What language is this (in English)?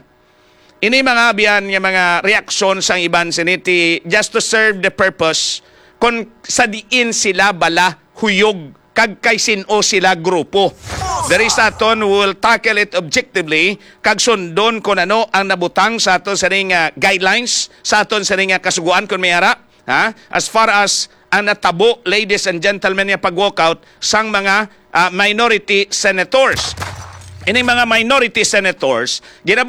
Hiligaynon